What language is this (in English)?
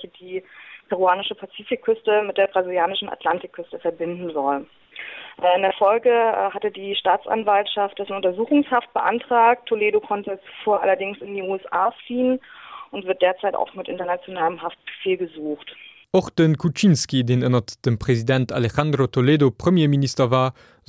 Luxembourgish